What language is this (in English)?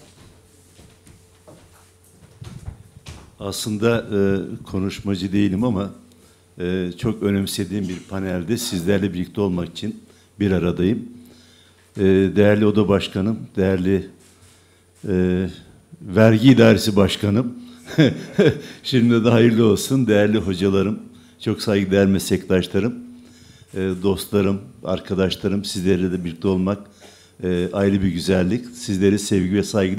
Turkish